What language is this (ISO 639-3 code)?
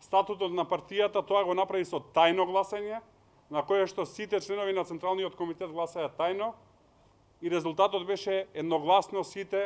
mkd